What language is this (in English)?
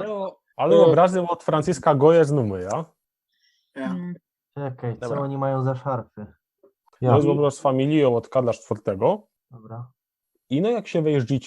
Silesian